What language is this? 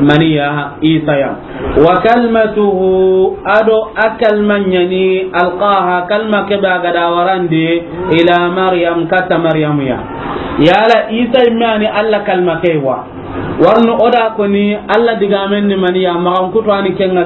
Soninke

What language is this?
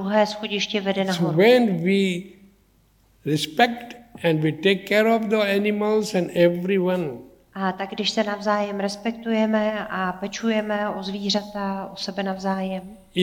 Czech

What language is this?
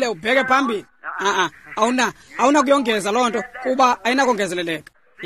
Xhosa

